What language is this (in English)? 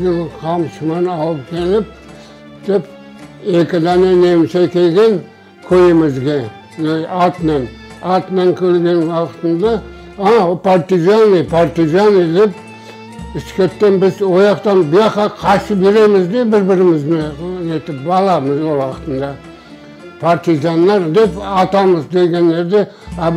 Crimean Tatar